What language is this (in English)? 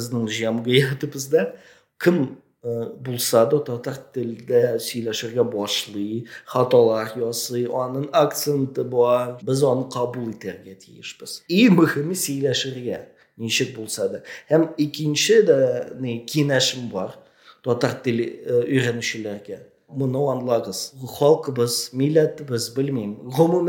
Tatar